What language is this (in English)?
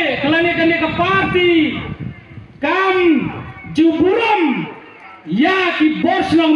Khasi